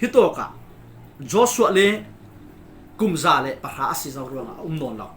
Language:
Falam Chin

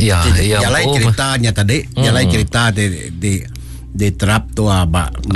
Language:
Iban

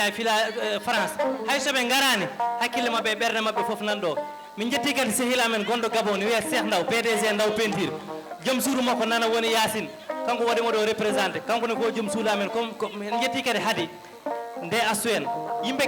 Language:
Fula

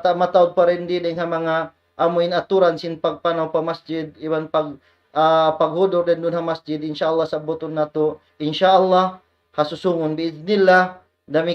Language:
Tausug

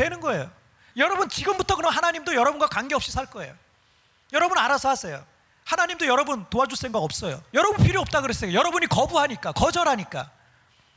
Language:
Korean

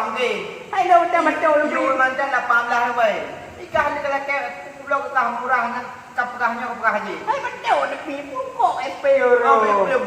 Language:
Achinese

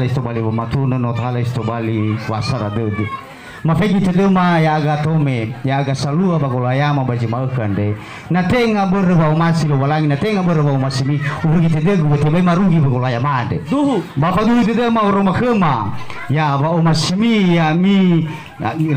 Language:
Nias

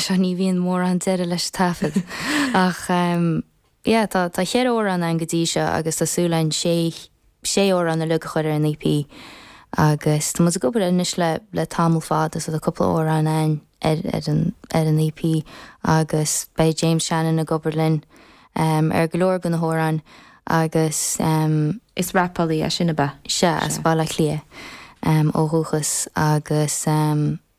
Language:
Irish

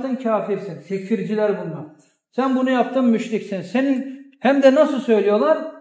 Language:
Kumyk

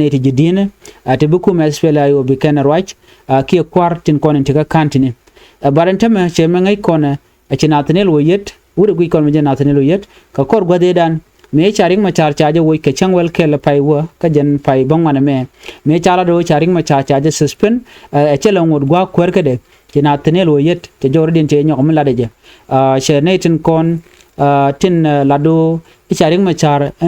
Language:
Nuer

